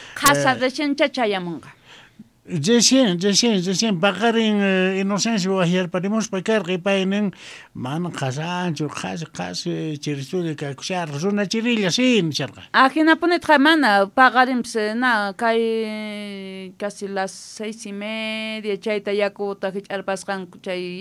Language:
South Bolivian Quechua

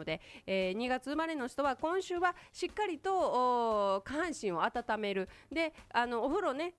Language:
Japanese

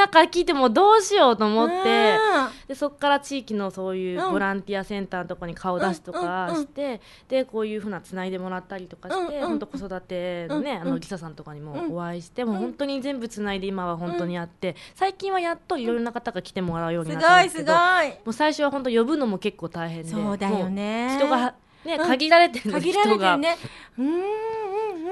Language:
Japanese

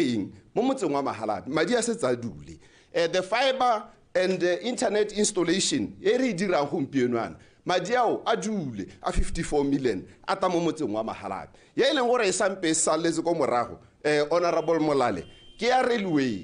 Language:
Tswana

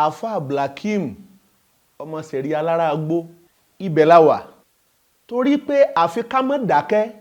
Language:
Yoruba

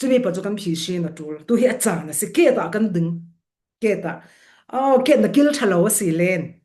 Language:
Falam Chin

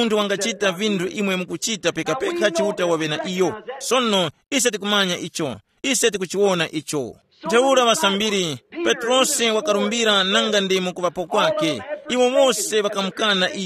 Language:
Tumbuka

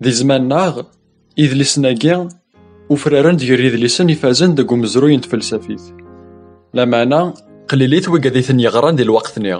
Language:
Kabyle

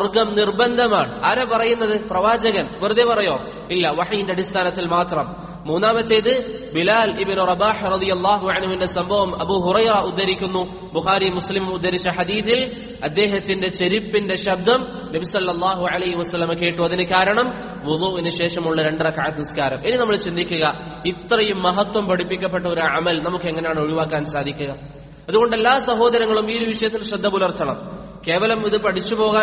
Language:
Malayalam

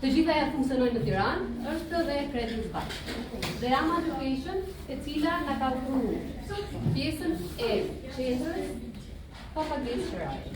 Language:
Albanian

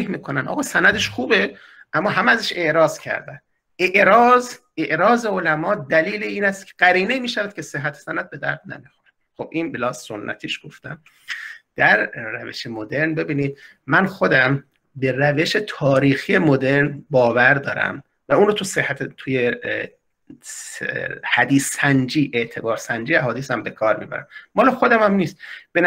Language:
Persian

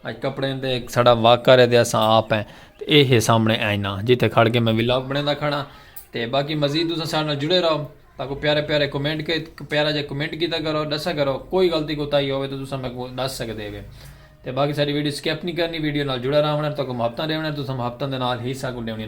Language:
Saraiki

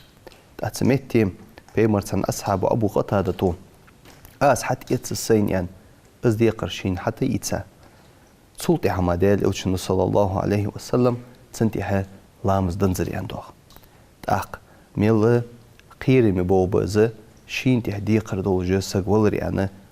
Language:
Ingush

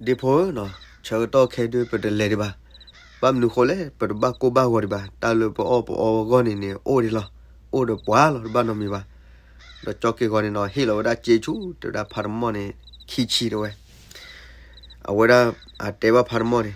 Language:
S'gaw Karen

